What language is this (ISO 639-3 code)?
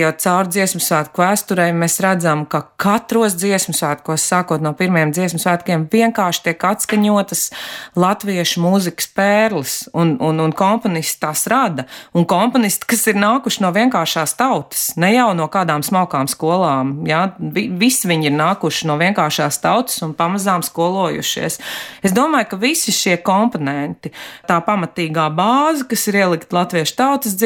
lav